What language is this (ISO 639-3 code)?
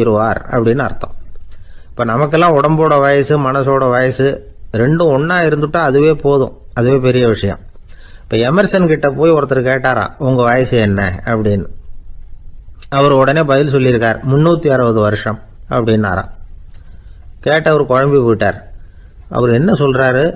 tam